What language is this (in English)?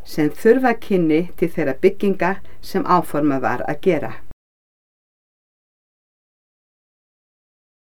Icelandic